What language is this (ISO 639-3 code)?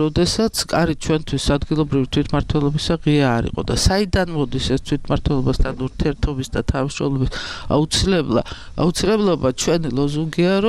kat